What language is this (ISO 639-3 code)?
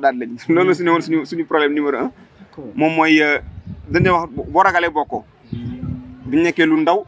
wol